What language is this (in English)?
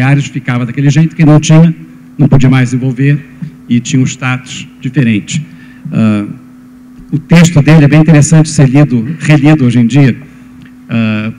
Portuguese